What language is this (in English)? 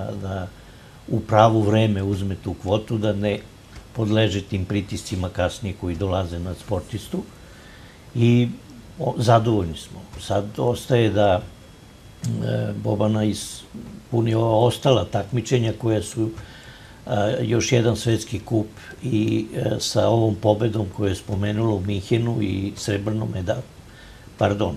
Serbian